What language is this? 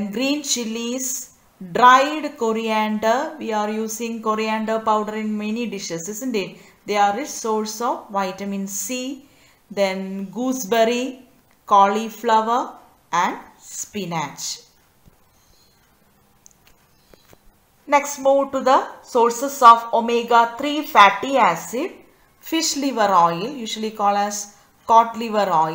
English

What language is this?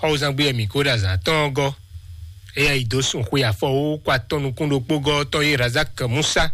Fon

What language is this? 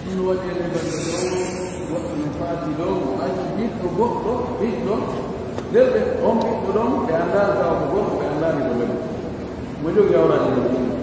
Pular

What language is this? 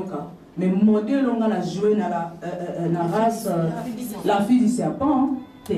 Lingala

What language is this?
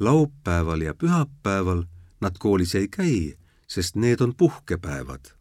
Estonian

